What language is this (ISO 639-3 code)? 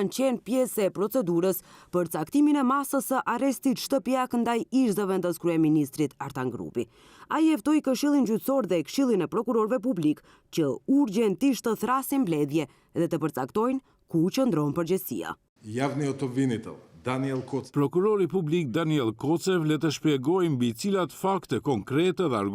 sqi